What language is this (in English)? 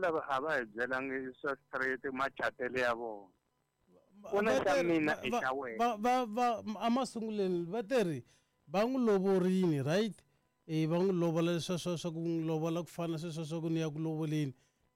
Tsonga